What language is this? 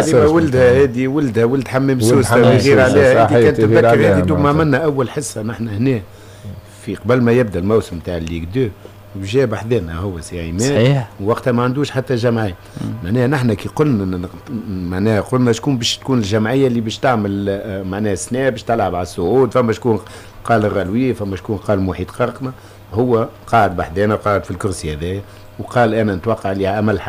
Tunisian Arabic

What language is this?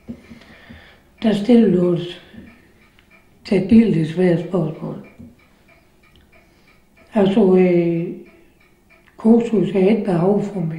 Danish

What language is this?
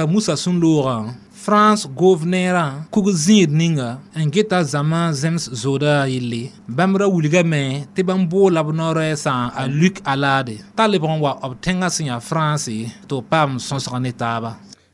Mossi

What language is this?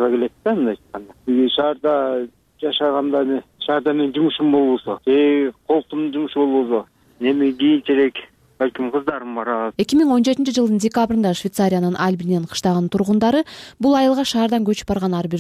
Kyrgyz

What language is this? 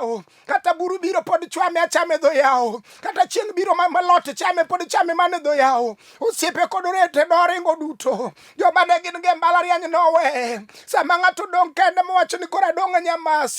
Luo (Kenya and Tanzania)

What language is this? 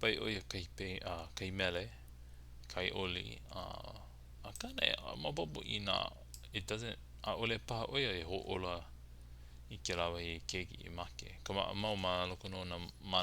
Hawaiian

